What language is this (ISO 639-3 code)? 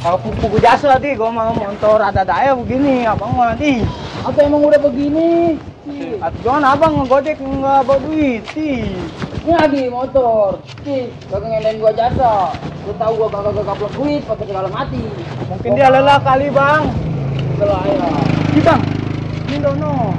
bew